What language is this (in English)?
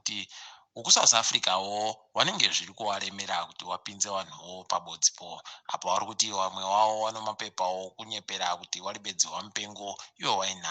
Ndau